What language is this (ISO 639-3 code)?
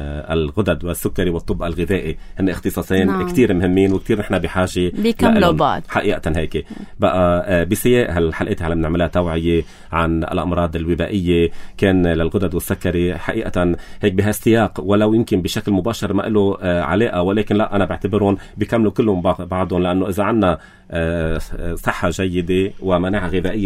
apc